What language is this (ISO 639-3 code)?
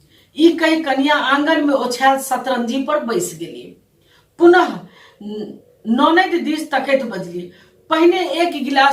mai